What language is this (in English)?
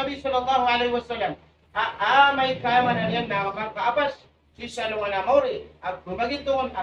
Maranao